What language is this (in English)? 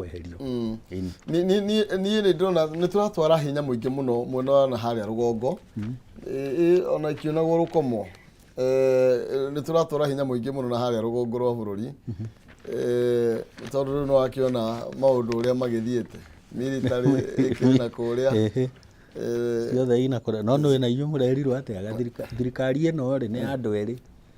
Kikuyu